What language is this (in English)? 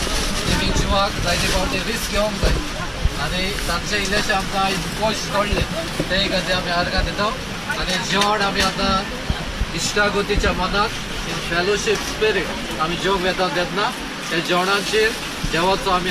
Konkani